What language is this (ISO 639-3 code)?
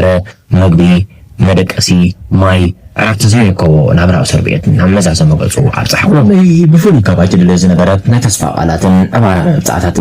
tir